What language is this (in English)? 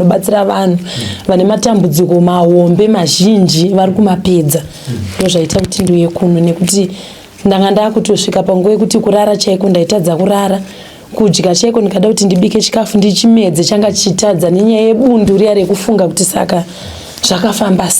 Shona